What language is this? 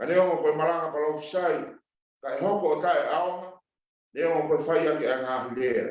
Tongan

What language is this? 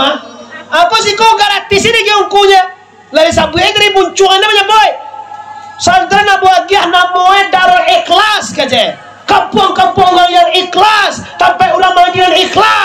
Minangkabau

